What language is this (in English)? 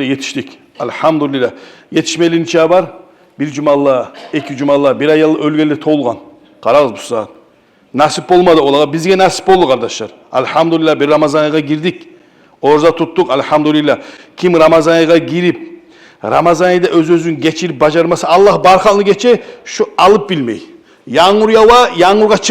Kumyk